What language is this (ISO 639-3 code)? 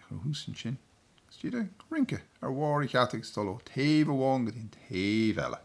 gle